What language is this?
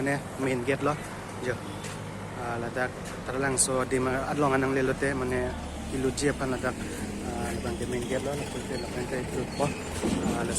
Karbi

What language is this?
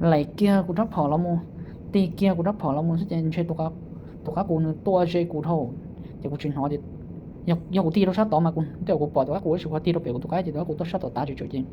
Hmong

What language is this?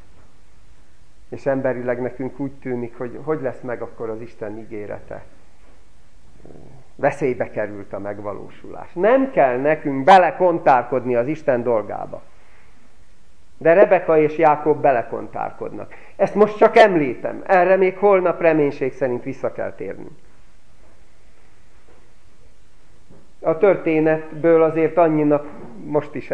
Hungarian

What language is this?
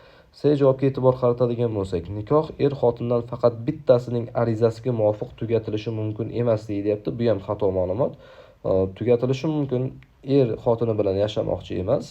Uzbek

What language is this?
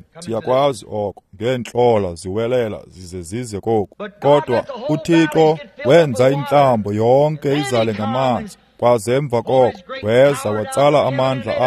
Xhosa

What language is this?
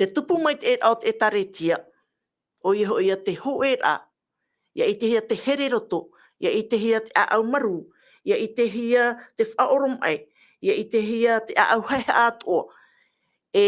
Tahitian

